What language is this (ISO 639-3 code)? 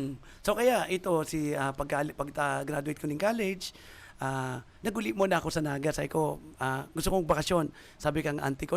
bik